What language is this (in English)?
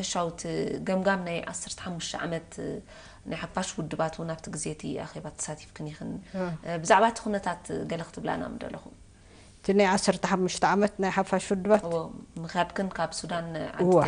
Tigrinya